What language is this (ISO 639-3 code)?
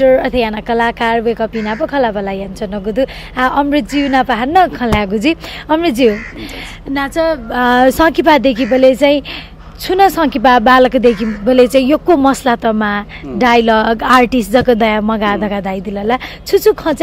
new